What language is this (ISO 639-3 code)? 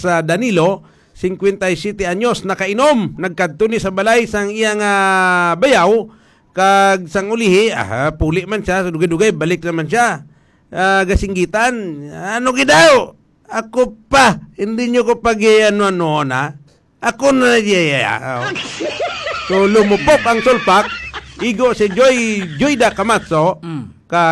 hil